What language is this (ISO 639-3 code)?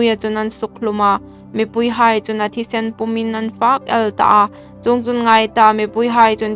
hmr